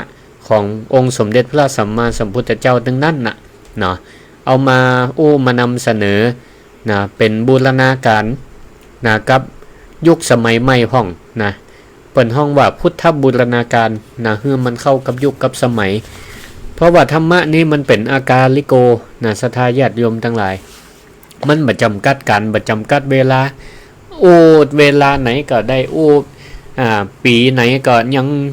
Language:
Northern Thai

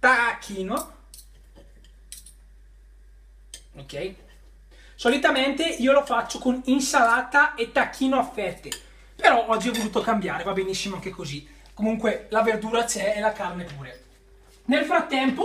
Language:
Italian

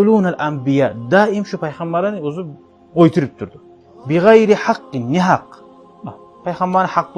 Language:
Kumyk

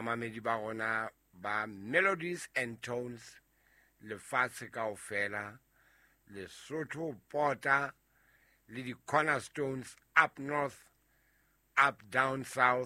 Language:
Southern Sotho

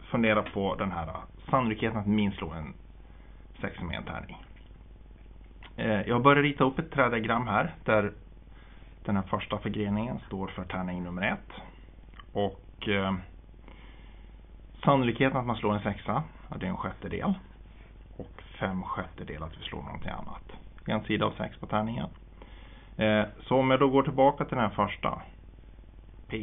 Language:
Swedish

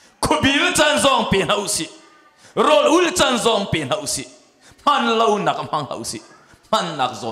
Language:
Hakha Chin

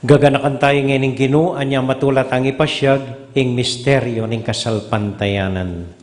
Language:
Pampanga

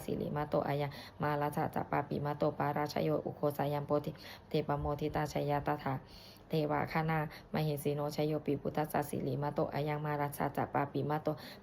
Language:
Pali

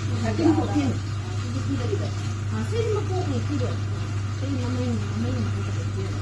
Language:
Manipuri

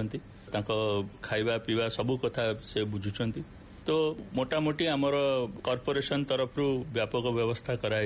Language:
Odia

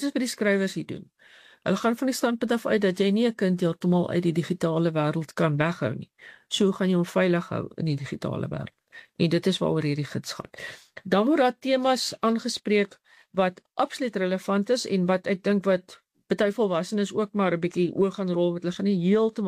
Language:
Afrikaans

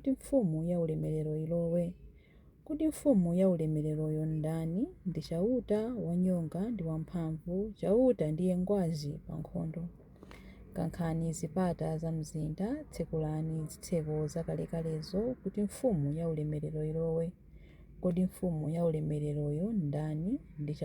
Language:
Nyanja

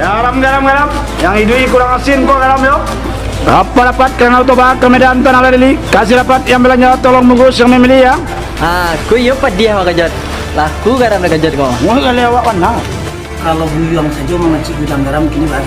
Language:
Minangkabau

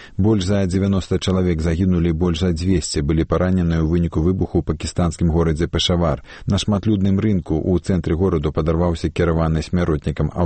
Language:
Belarusian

